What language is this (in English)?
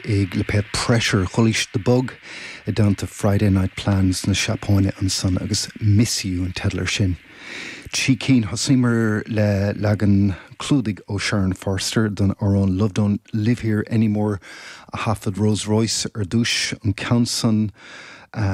Irish